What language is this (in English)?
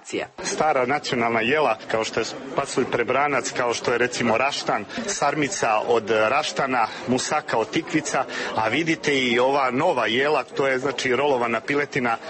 Serbian